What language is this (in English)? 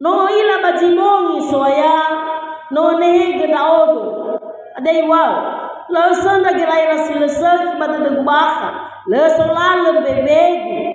Nias